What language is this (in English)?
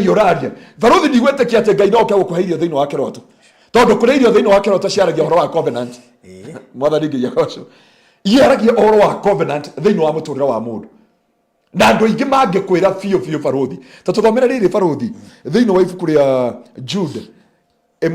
Kikuyu